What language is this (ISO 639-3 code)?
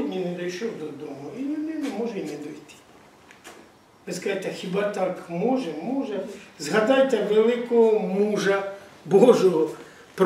ukr